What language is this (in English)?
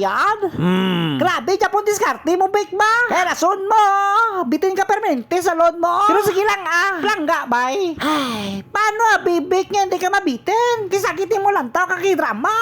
Hiligaynon